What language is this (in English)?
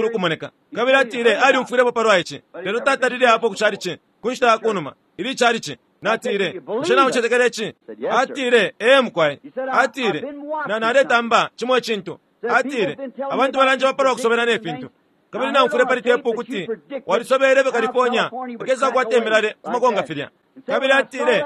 Bemba